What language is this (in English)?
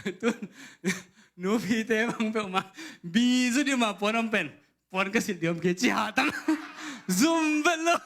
Tedim Chin